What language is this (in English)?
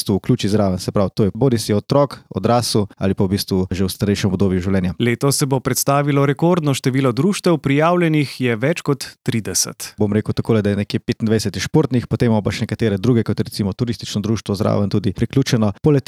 Slovenian